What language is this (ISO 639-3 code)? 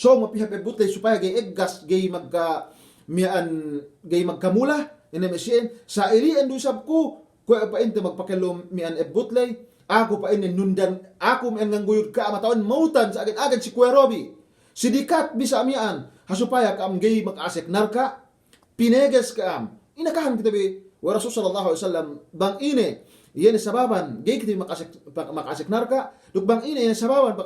yka